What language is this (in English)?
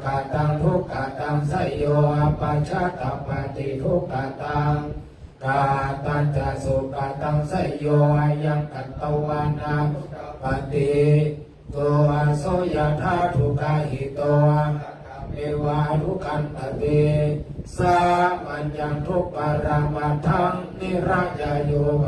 Pali